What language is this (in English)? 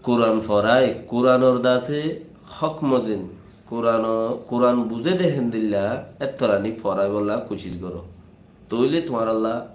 Rohingya